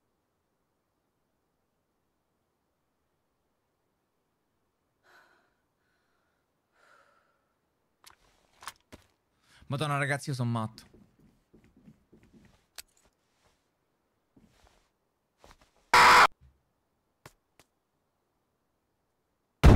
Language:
Italian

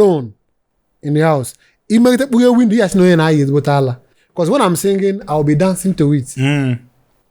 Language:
Igbo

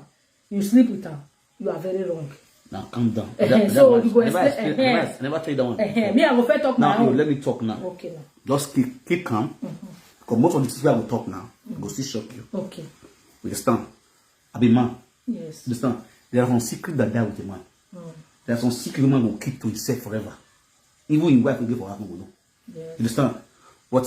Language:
Nigerian Pidgin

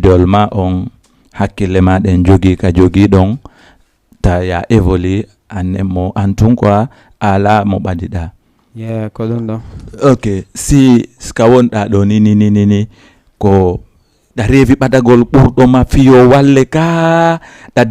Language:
Fula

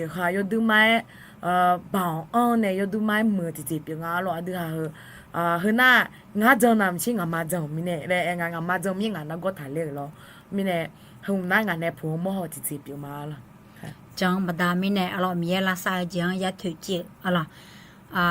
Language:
Akha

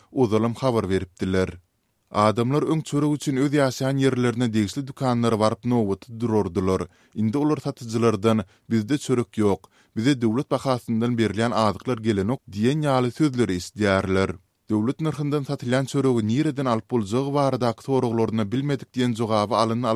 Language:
Turkmen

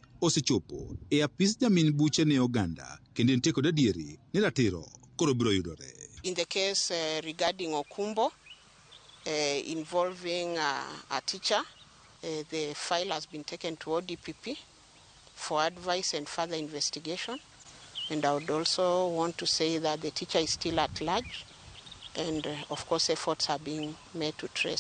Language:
Luo (Kenya and Tanzania)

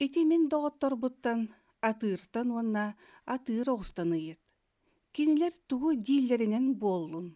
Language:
Yakut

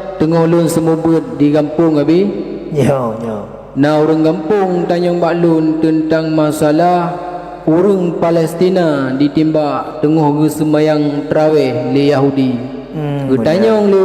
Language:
Achinese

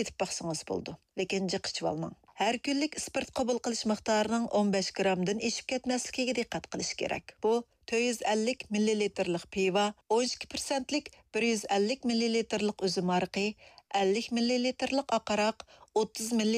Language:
Uyghur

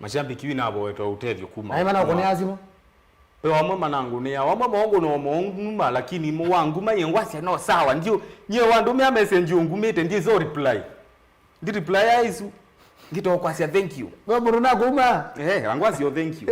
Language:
Kamba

